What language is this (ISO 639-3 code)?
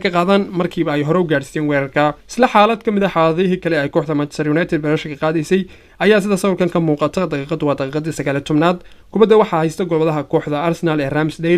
som